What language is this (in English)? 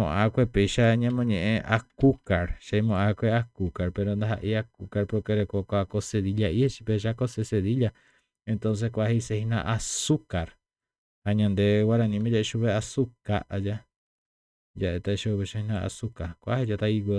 Guarani